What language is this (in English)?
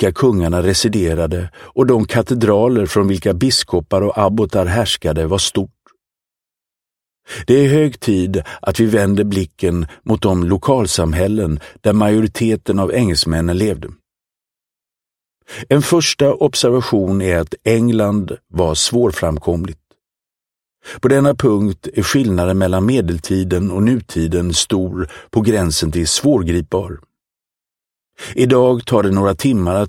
Swedish